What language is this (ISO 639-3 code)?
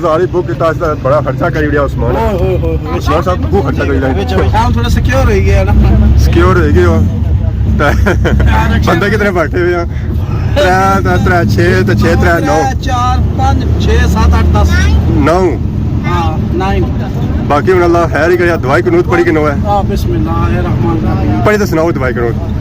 phr